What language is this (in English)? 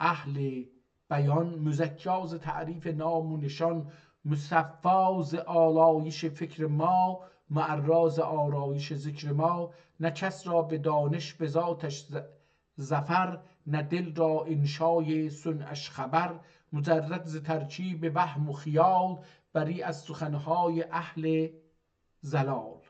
South Azerbaijani